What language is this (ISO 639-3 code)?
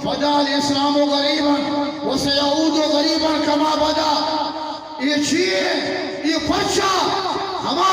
bgp